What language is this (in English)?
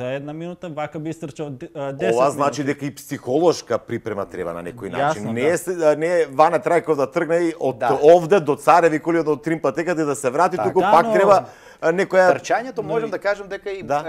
Macedonian